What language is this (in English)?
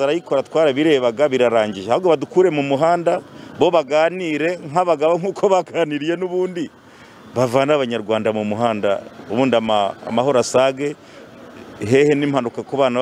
Kinyarwanda